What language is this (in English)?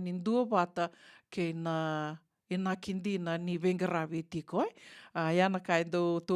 Fijian